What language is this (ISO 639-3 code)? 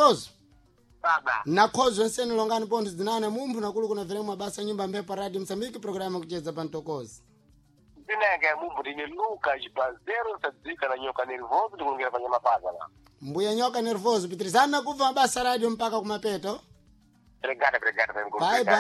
seh